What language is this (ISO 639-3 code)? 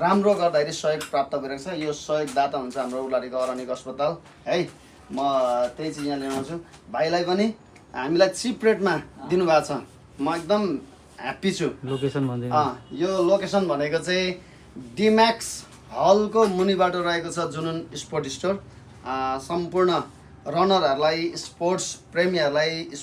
nep